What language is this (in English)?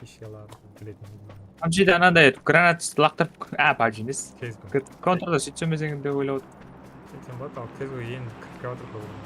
Kara-Kalpak